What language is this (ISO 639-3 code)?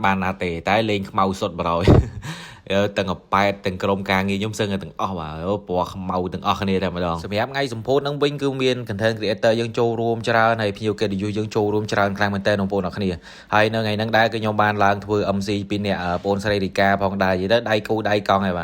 khm